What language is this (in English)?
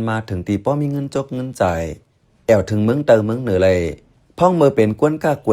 Shan